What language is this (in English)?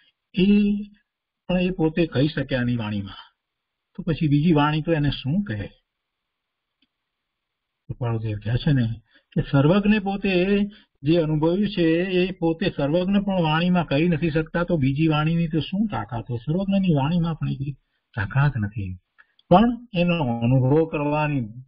Gujarati